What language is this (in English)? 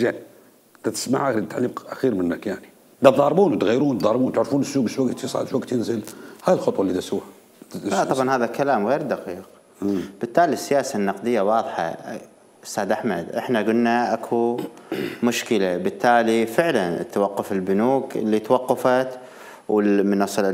Mesopotamian Arabic